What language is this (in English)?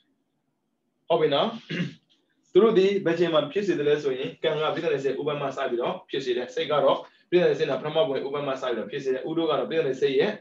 Burmese